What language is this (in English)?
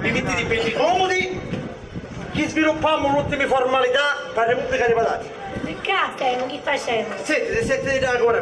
Sicilian